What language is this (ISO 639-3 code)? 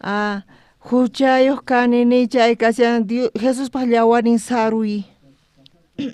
quh